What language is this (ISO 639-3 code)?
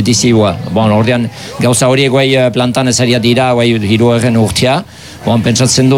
eus